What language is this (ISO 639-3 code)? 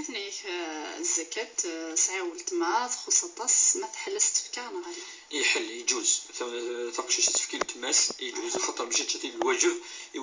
kab